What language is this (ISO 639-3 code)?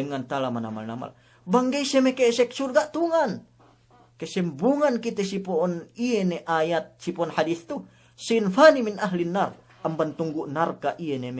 yka